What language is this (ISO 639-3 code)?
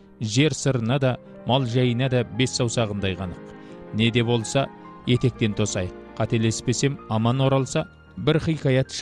kaz